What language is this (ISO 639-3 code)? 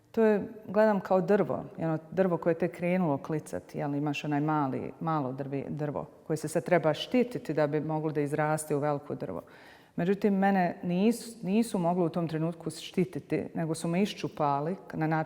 bos